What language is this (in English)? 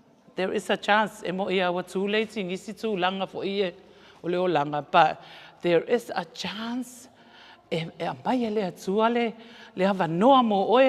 Samoan